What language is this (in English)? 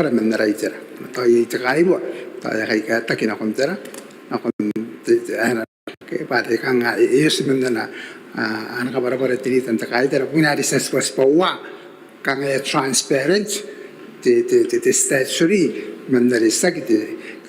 Gilbertese